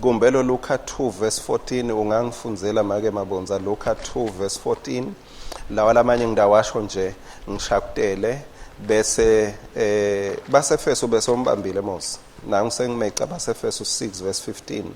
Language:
Swati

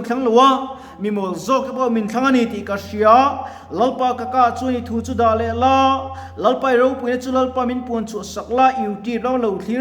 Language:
Mizo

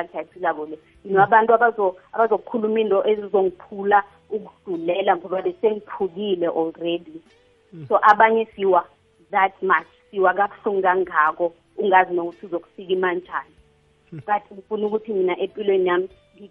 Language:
South Ndebele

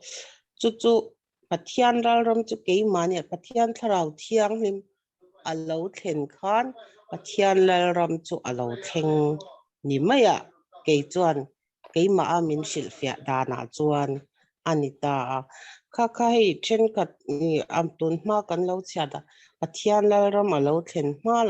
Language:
Mizo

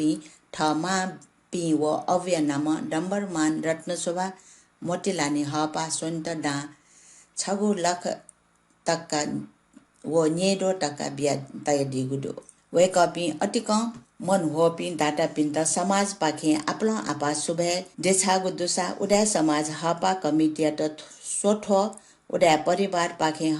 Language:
Newari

